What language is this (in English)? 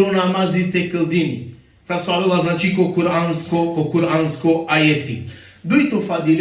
Balkan Romani